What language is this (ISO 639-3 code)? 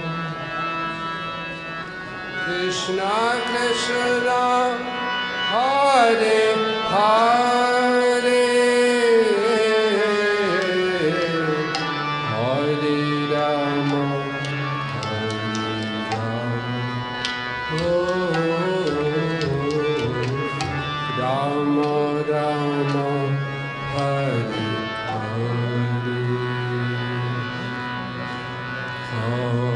hin